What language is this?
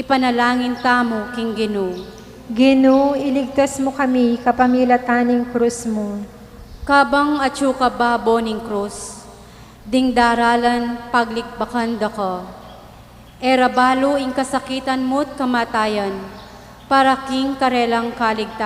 Pampanga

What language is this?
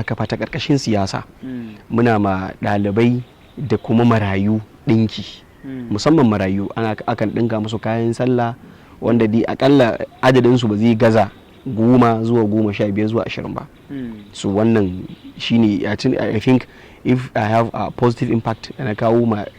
Hausa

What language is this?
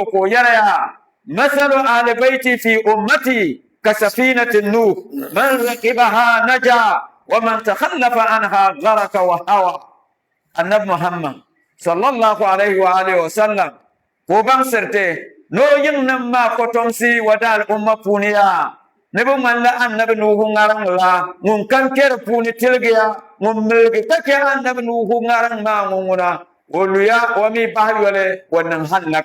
Dagbani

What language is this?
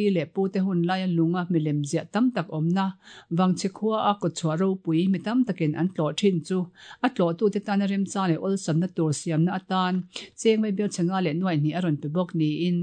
Mizo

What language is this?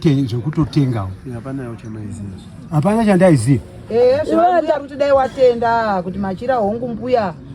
Shona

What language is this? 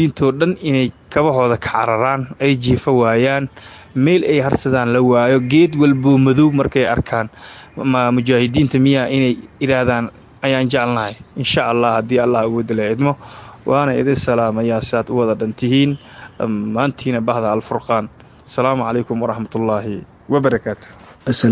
Somali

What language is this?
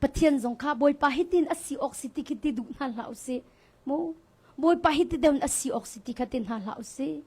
Hakha Chin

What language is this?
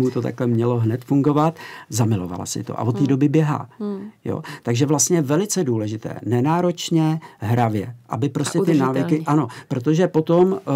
Czech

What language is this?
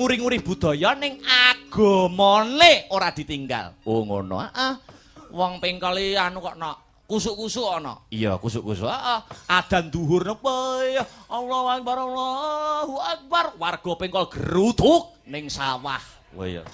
Javanese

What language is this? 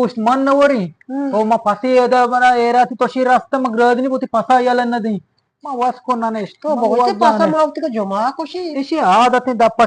Eastern Balochi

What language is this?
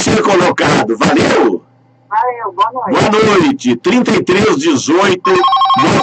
Portuguese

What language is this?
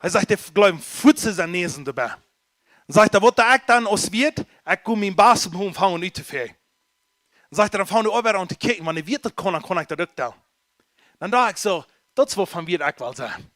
Plautdietsch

